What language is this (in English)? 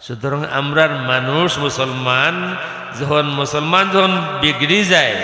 Sylheti